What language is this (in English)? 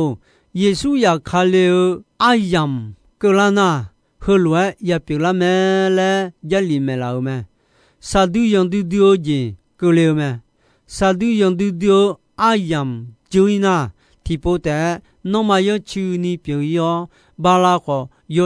Akha